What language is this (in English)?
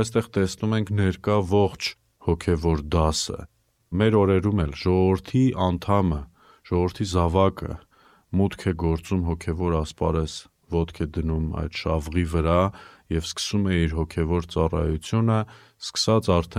Armenian